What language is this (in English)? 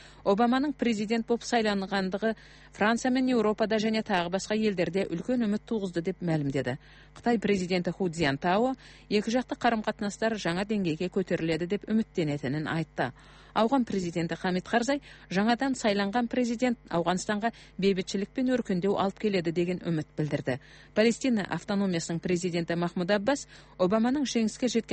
Kyrgyz